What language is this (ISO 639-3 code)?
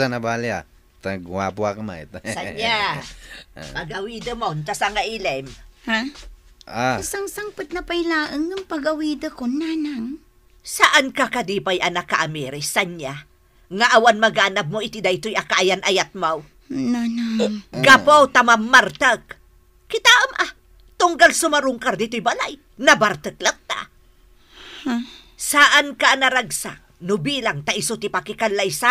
ilo